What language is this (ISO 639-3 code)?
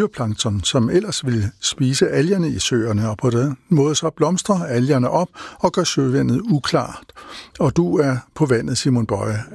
dan